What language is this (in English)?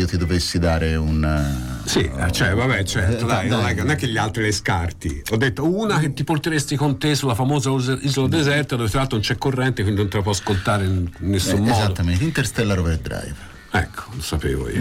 Italian